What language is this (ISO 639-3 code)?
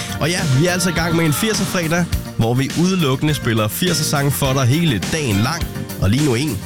dan